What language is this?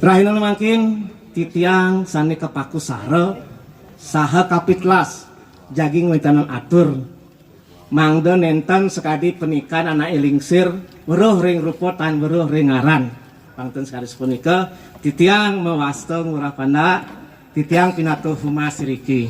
Balinese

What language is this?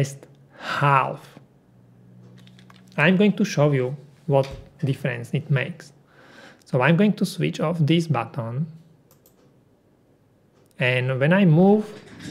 English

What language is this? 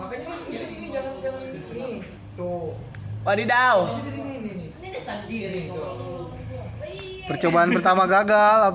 Betawi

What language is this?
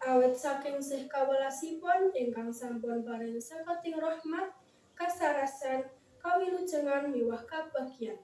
Javanese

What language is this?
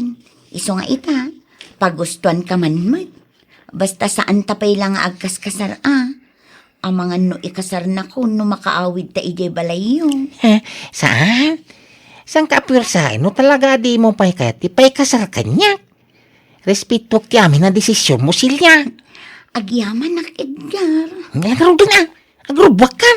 Iloko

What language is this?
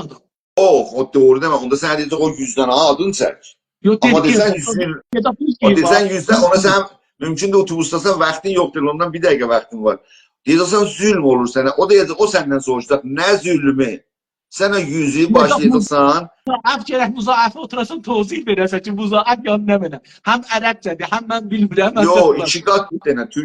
South Azerbaijani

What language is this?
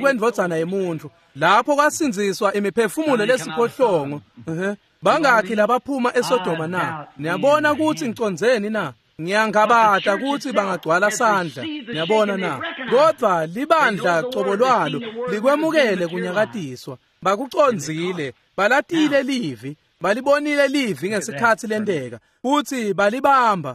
Swati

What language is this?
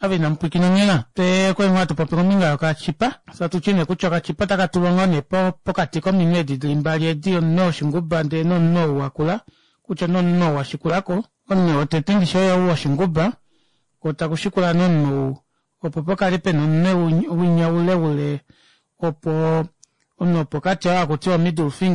Kuanyama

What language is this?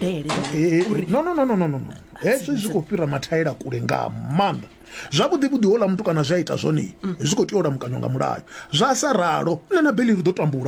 Venda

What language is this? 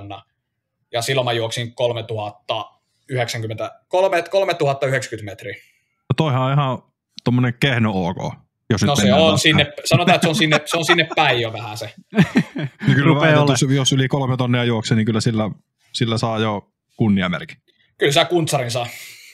Finnish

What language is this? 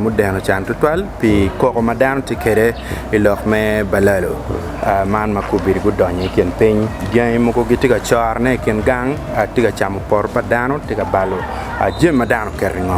Acoli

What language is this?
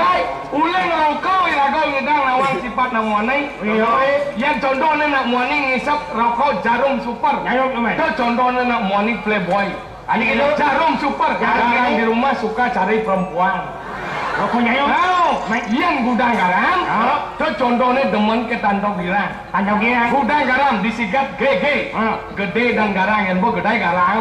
Balinese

